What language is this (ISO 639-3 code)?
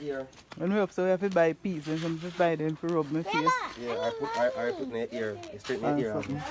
jam